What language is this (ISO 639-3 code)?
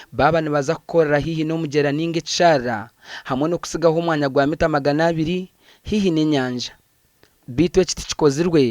nyn